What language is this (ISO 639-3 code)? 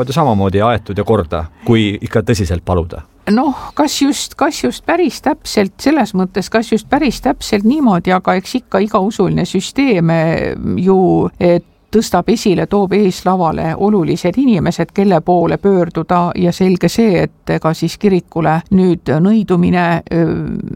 est